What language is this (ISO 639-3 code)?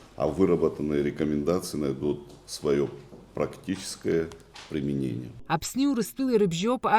abk